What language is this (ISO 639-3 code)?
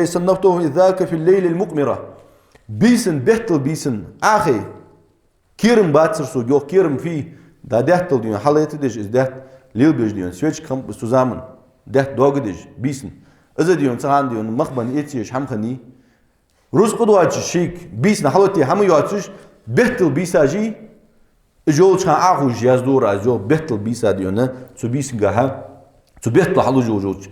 inh